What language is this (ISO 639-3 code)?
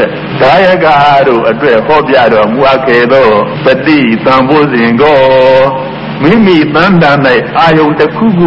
mya